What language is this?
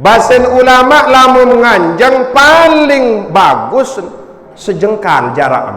Sasak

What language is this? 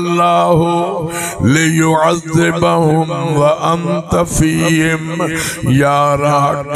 Saraiki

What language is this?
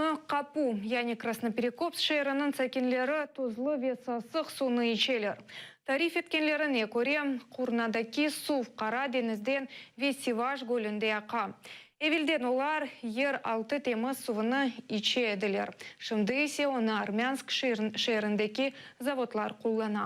Crimean Tatar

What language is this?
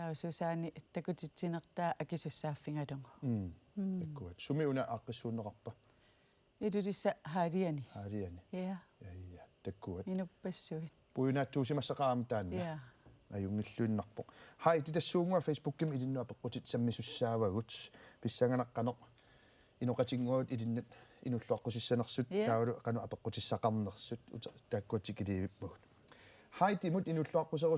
Kalaallisut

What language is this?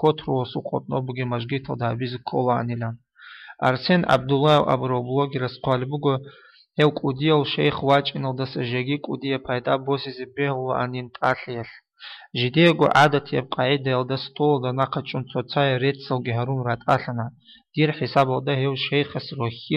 Avaric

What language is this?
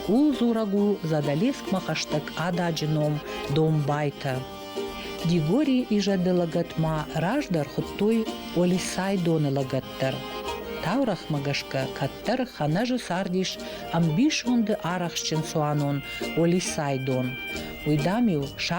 Ossetic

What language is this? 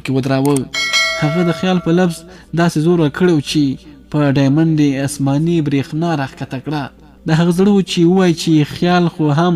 Pashto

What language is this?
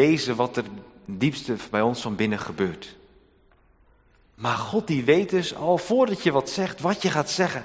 Dutch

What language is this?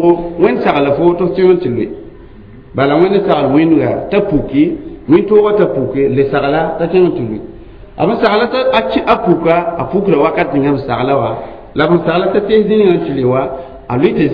Mossi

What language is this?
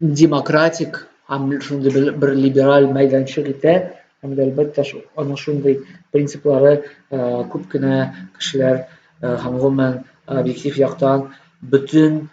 Tatar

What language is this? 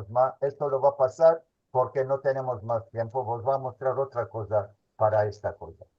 Ladino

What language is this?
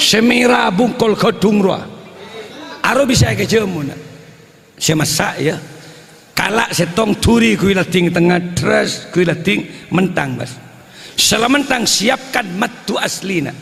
Madurese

